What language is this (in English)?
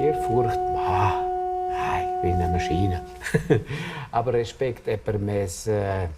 Romansh